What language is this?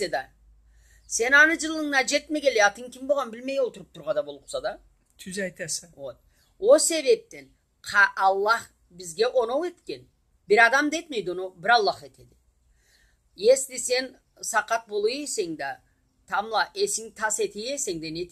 Karachay-Balkar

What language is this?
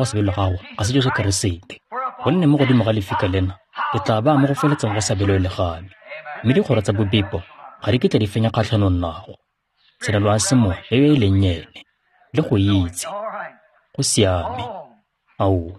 Tswana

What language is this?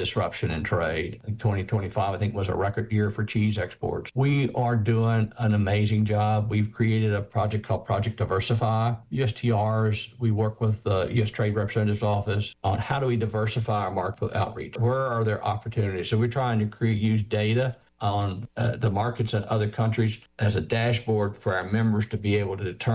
English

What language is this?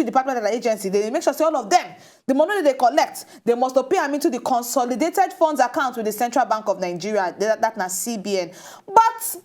Nigerian Pidgin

